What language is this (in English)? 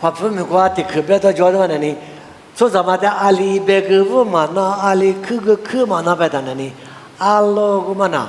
Lisu